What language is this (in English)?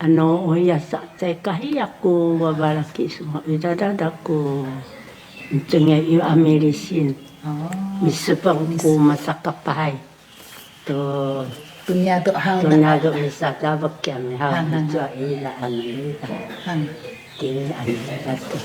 Sakizaya